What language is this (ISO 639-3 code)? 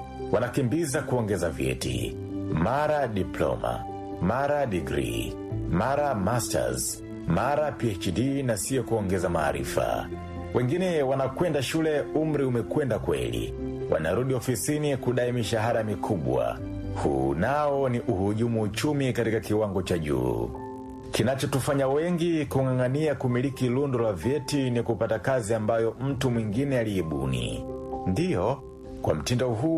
swa